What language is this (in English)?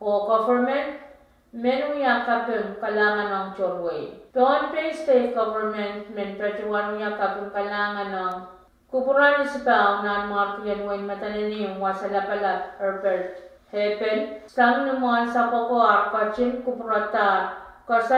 Pohnpeian